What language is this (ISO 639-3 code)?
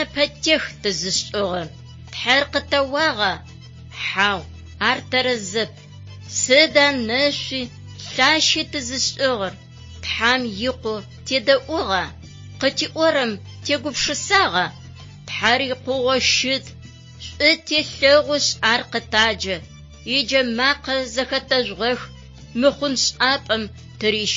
ady